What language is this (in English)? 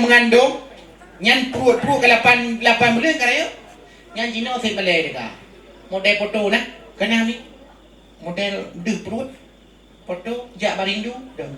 Achinese